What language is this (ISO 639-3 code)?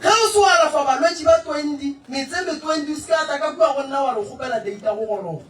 nso